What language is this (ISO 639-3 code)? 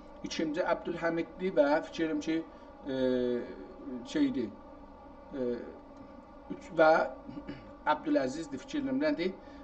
azb